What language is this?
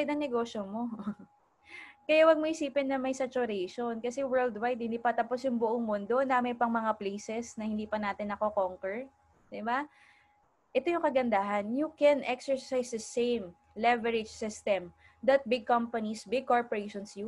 Filipino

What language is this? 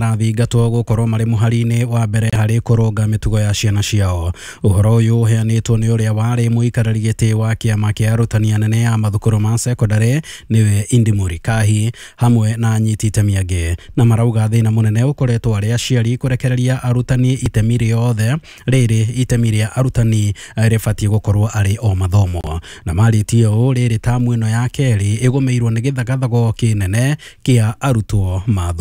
Kikuyu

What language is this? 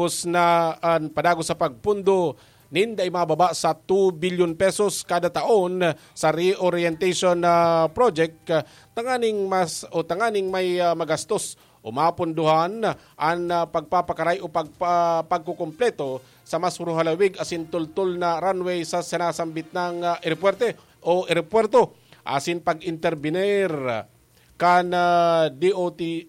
Bikol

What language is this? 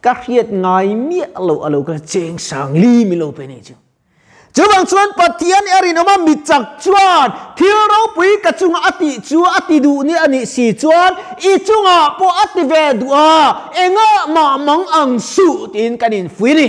Mizo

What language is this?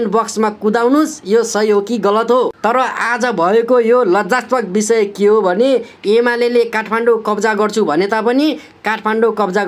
Nepali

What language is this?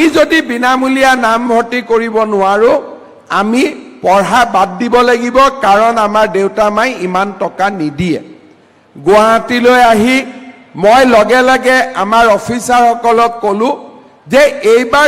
Assamese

